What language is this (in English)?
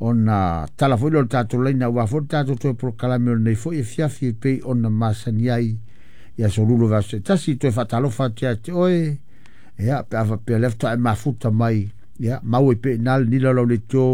Samoan